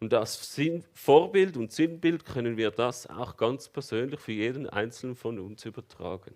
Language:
Swiss German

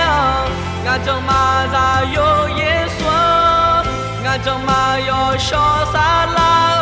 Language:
Akha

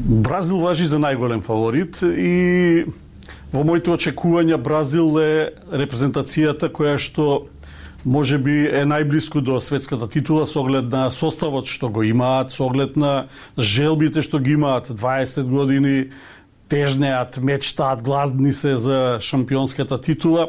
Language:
Macedonian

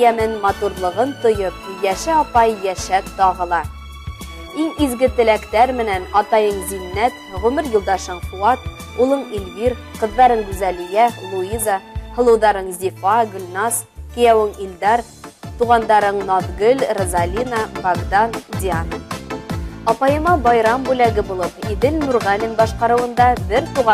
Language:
Bashkir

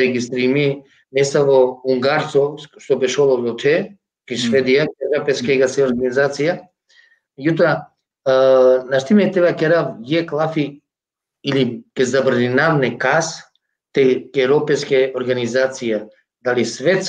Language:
Balkan Romani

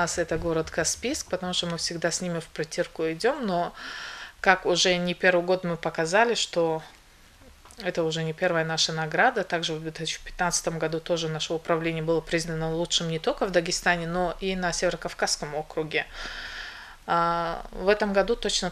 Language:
Russian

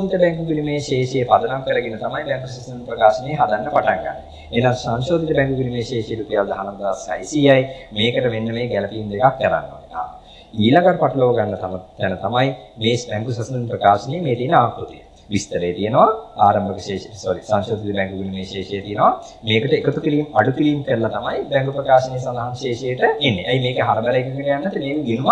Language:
Sinhala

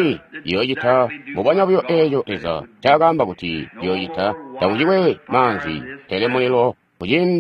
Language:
Tonga (Zambia)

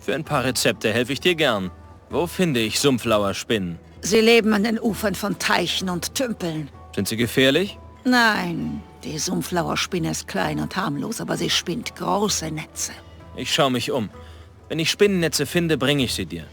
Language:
Bavarian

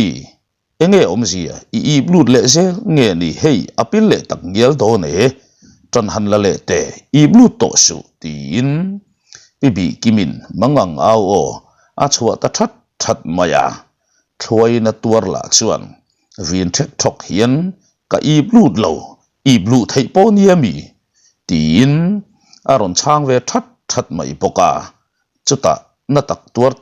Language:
Mizo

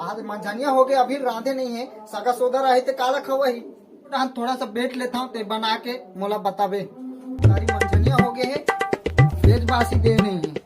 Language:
Chhattisgarhi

